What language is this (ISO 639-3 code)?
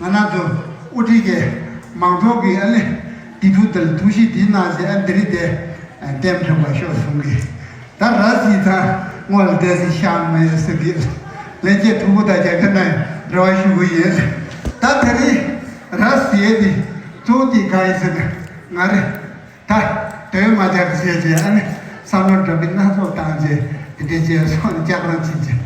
bod